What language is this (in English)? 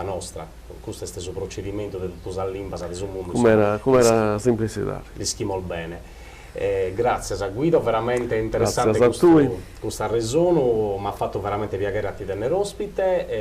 Sardinian